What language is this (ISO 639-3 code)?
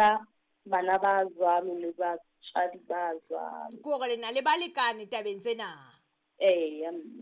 sot